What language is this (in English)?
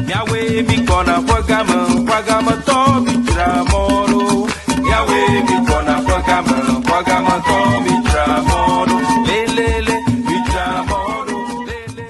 Ewe